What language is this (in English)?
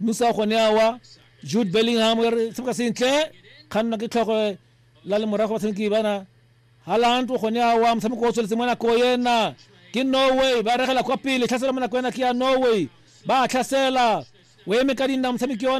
Tswana